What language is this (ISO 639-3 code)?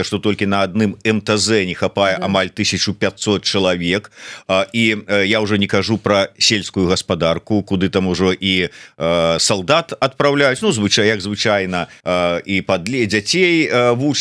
bel